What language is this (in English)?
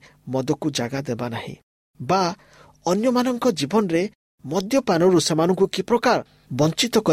Odia